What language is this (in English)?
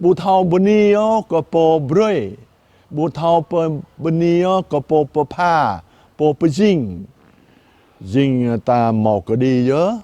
Jarai